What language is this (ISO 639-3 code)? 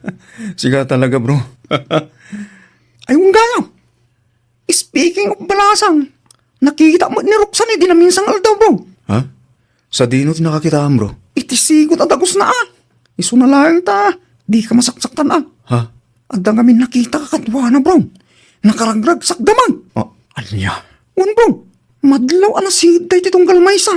ilo